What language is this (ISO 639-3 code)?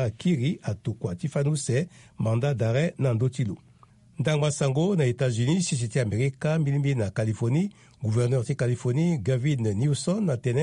sag